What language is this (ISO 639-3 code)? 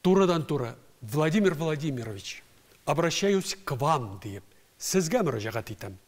tat